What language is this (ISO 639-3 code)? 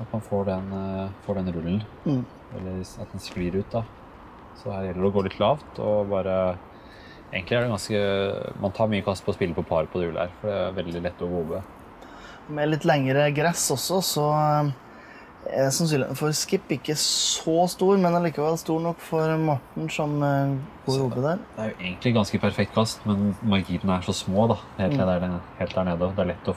nor